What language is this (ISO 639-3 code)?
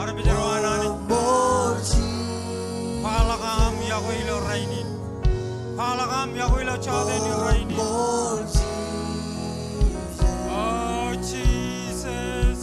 mah